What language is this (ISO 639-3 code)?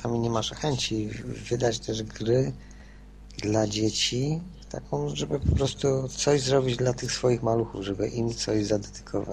pol